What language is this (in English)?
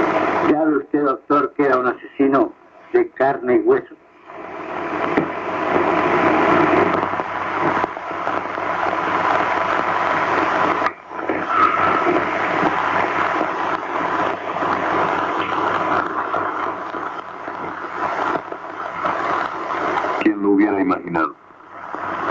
Spanish